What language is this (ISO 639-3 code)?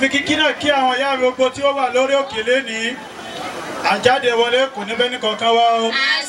yor